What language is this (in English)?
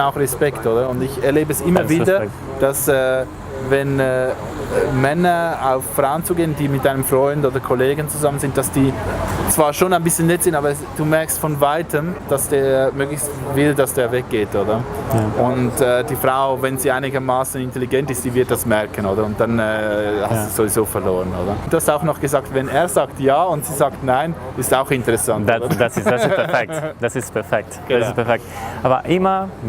Swiss German